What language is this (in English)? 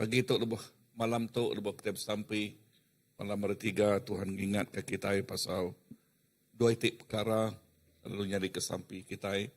Iban